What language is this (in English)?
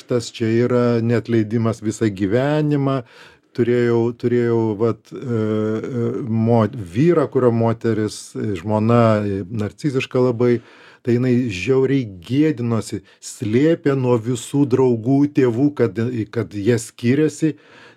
Lithuanian